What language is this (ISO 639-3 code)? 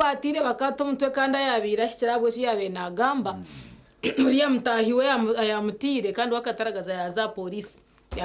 nyn